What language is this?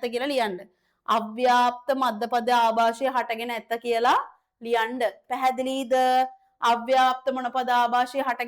Sinhala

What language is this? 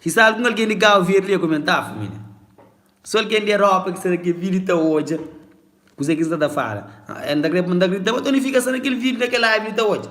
Kabuverdianu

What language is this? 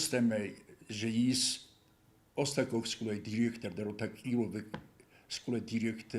Ossetic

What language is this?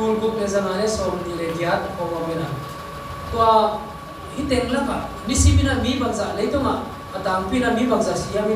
Tedim Chin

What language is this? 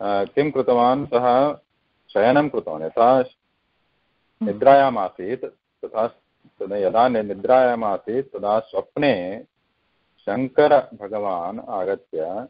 Sanskrit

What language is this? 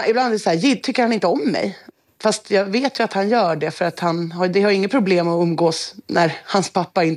Swedish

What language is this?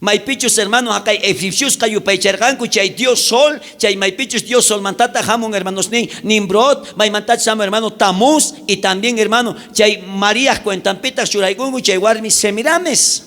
South Bolivian Quechua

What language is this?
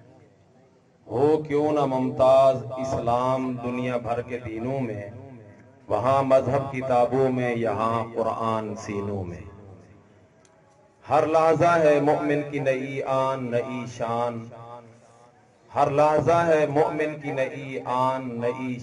Urdu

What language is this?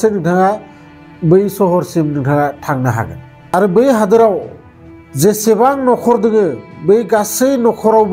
Bodo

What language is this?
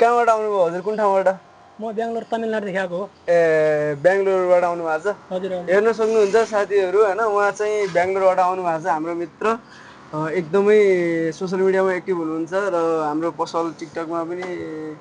Nepali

